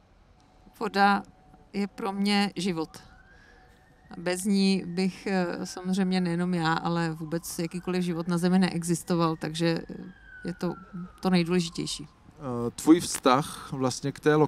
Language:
Czech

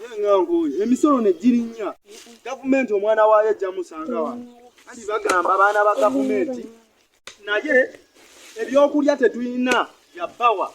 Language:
Ganda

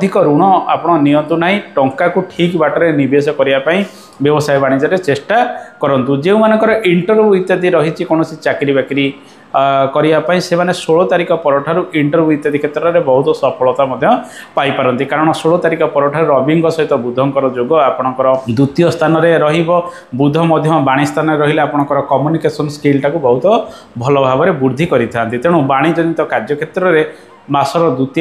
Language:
Odia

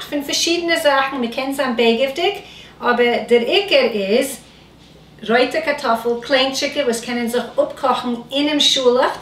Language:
Yiddish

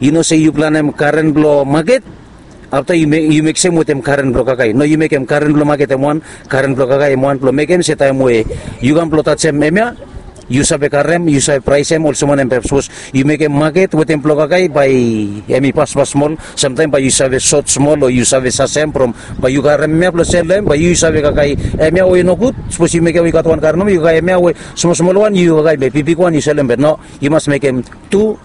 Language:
Bislama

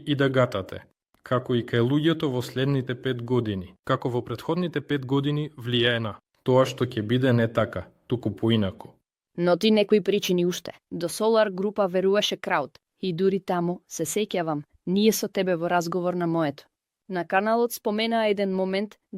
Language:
Macedonian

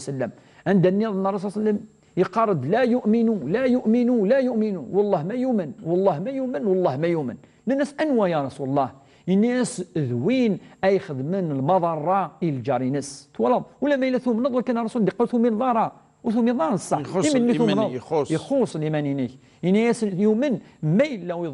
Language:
Kabyle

